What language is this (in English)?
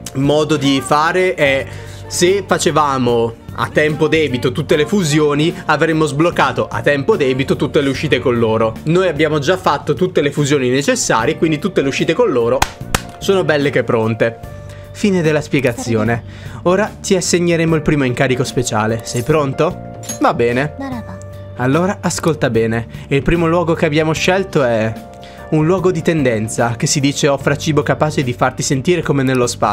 Italian